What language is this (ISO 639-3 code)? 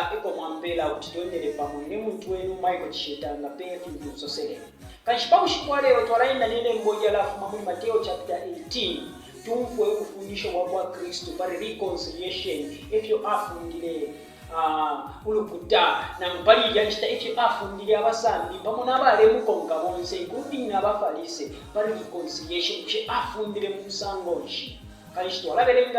bem